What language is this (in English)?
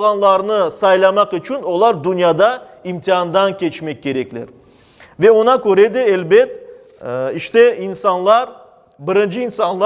Crimean Tatar